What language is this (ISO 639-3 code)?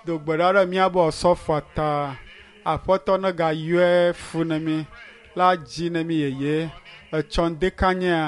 ewe